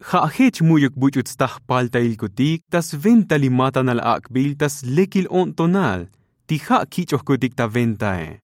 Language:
Tzotzil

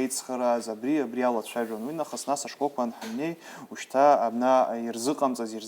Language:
Abkhazian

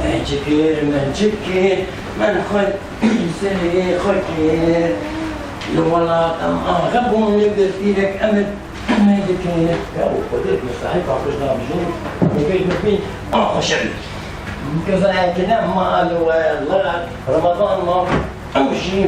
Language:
Kurdish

